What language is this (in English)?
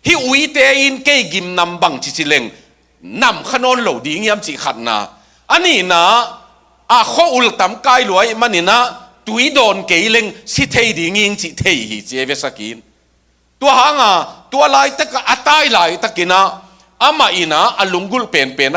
Tedim Chin